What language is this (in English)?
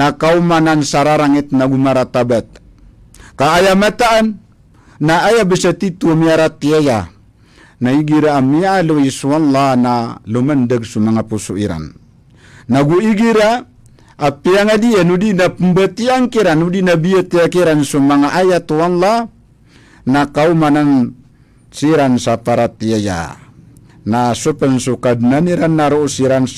Maranao